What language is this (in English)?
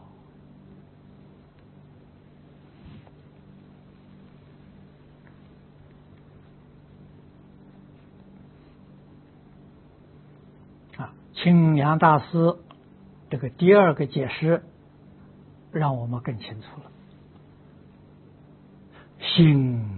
Chinese